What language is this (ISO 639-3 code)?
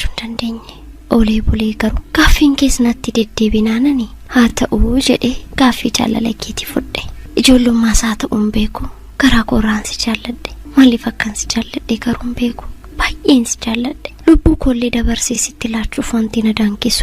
orm